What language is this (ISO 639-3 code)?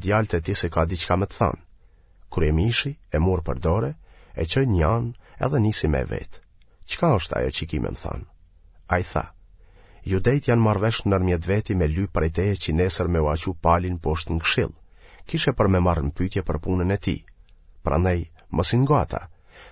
sqi